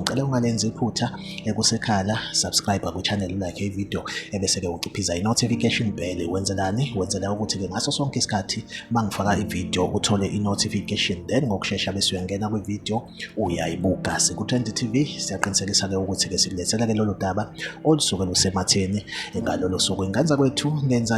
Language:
Zulu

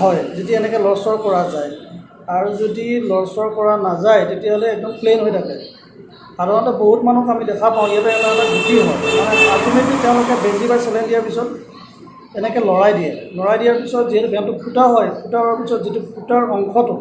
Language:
Assamese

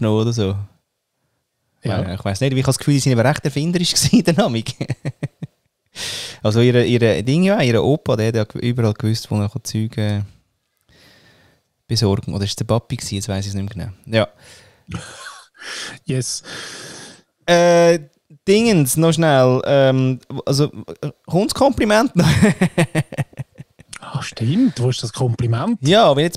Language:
Swiss German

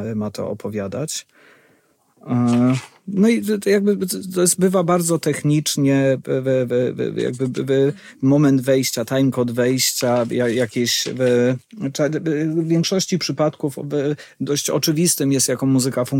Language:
Polish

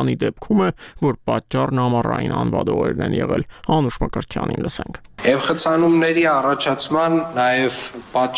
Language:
Armenian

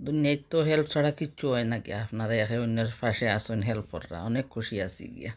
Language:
Sylheti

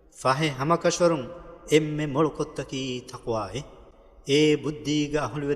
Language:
Divehi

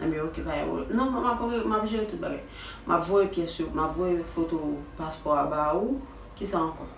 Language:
Haitian Creole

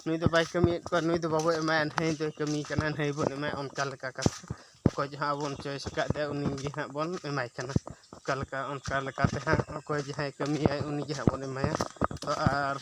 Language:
Santali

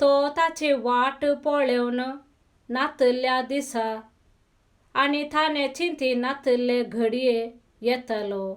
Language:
Konkani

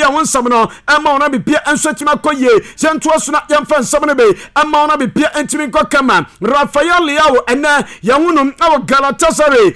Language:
Akan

